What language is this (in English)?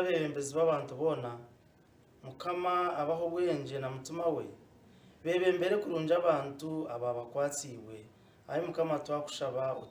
Nyankole